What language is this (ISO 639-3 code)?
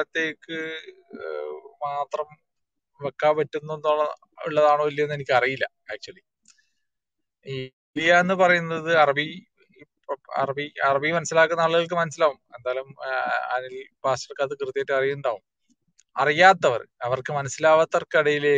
mal